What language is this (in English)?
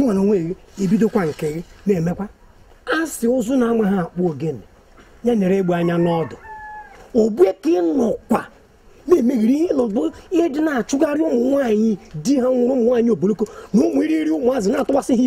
Igbo